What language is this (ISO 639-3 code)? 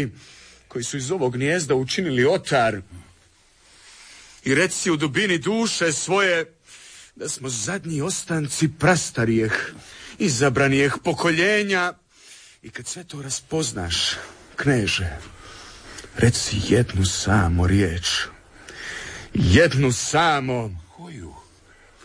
hrv